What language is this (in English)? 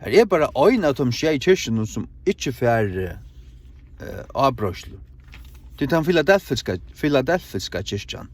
Faroese